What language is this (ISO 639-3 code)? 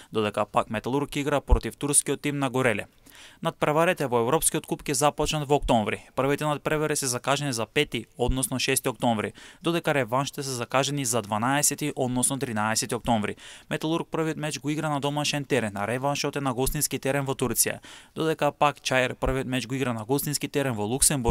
mkd